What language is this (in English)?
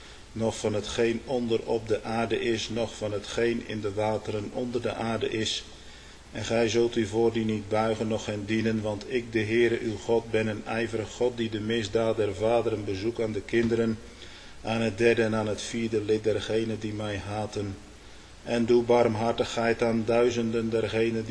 Dutch